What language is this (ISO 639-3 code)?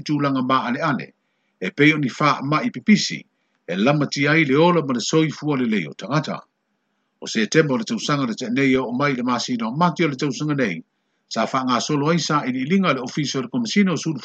smo